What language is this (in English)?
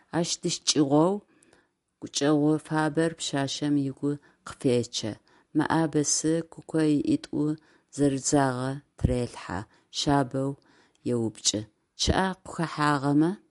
Adyghe